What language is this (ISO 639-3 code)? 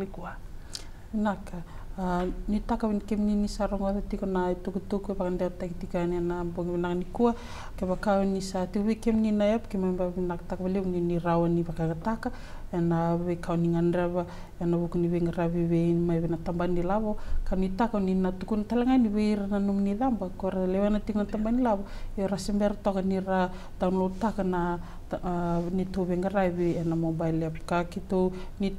fij